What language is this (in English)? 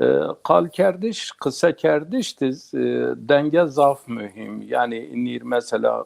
Zaza